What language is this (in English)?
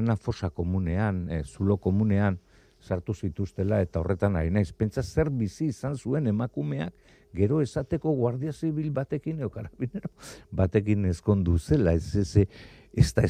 Basque